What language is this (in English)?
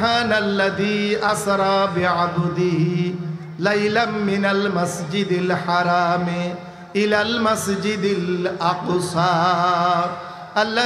Rohingya